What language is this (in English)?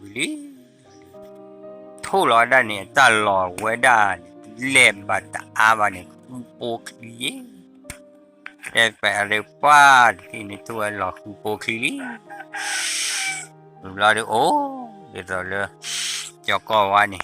S'gaw Karen